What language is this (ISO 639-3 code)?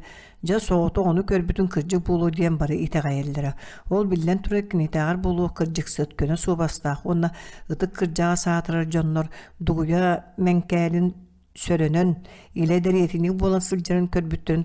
sah